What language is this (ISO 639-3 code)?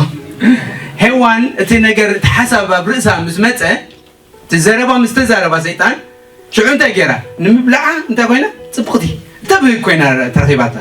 tir